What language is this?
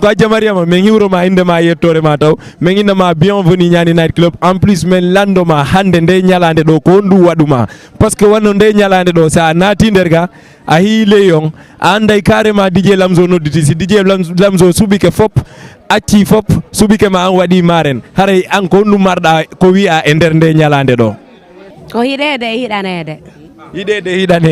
Fula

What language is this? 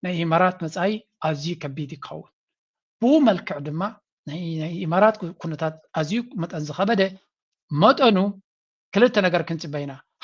Tigrinya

